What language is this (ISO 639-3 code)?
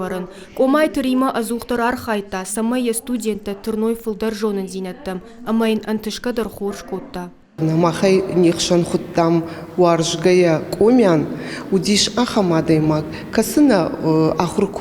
oss